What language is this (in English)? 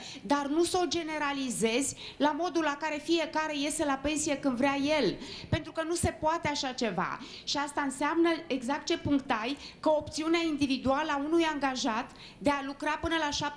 Romanian